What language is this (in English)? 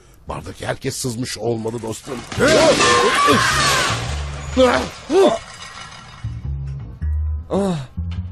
Turkish